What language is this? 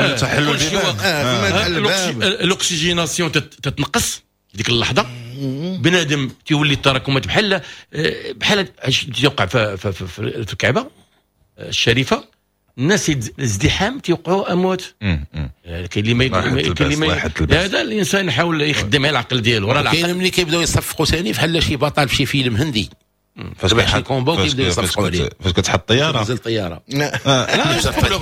Moroccan Arabic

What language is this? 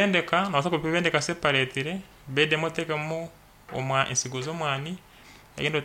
Nyankole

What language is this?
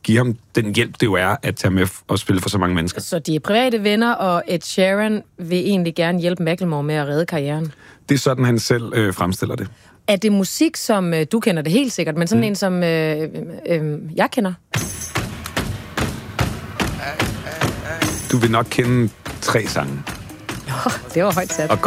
Danish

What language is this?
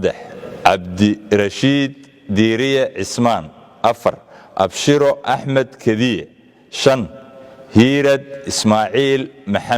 Somali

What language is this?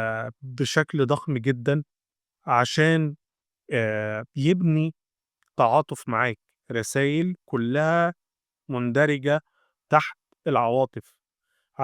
Egyptian Arabic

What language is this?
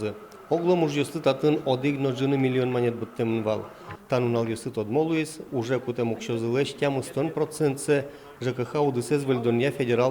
Udmurt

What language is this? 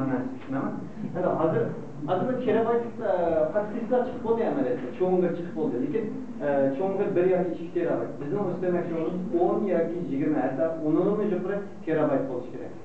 Uyghur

